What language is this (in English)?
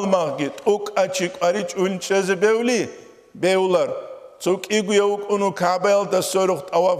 Avaric